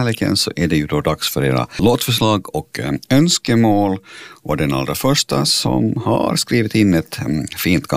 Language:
Swedish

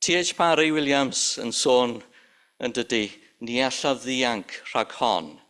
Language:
Welsh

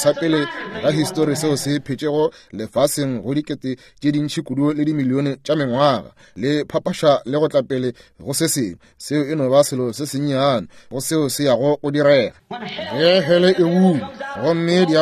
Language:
Northern Sotho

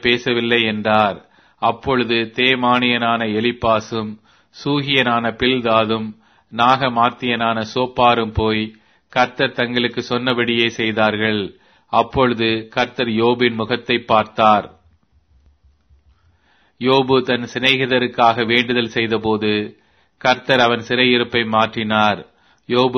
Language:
Tamil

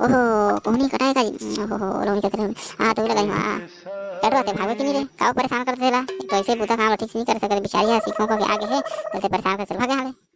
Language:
Chhattisgarhi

